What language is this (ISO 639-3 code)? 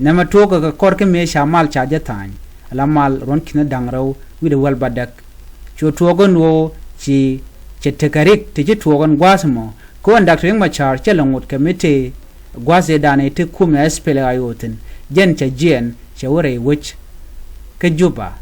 nus